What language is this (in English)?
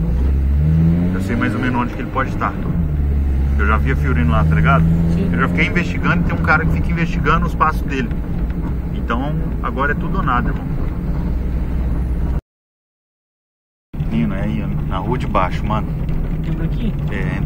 Portuguese